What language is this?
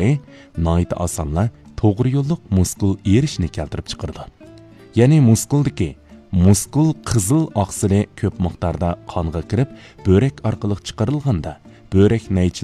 Uyghur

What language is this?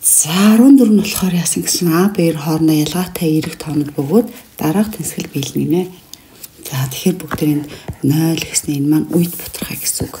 Mongolian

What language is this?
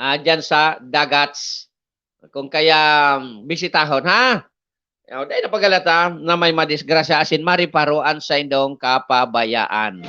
Bikol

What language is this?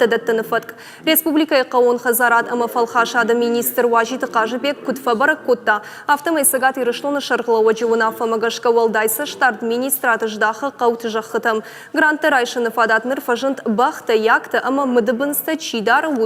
Ossetic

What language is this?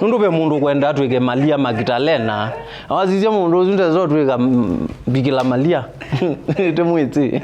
Kamba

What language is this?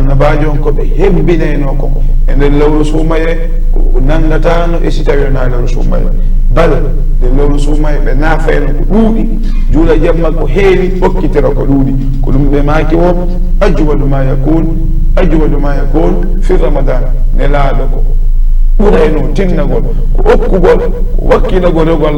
Fula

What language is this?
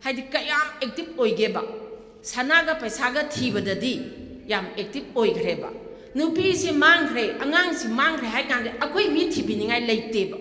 Manipuri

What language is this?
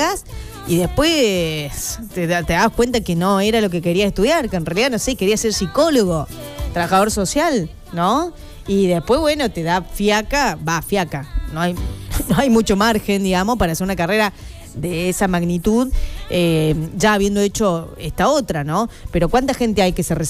Spanish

